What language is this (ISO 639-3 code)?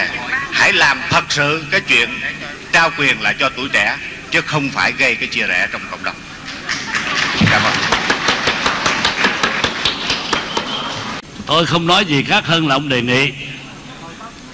vie